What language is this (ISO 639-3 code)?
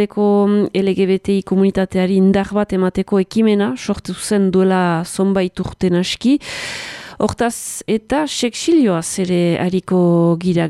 eus